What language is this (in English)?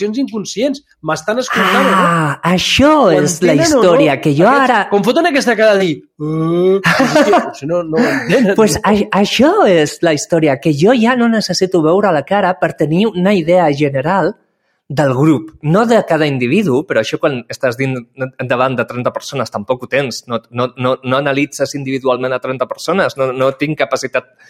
Catalan